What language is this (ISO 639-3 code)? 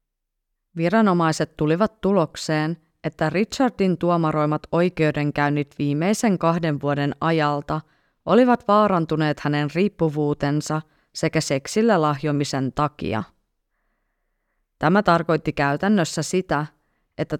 fin